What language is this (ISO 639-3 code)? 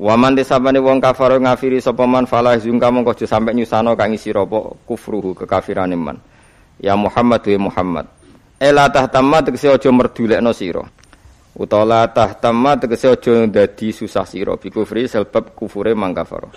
jav